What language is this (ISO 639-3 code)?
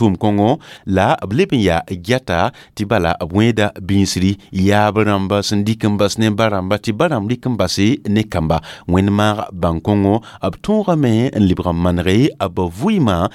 mos